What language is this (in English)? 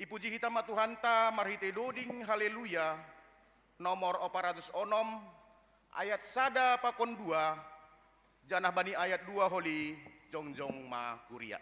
Batak Simalungun